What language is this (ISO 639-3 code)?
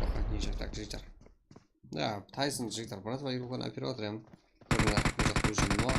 kaa